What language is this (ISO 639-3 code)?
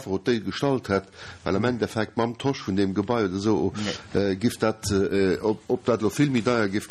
ltz